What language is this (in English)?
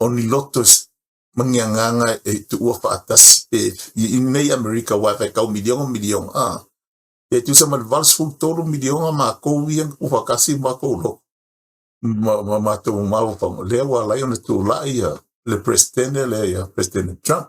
Samoan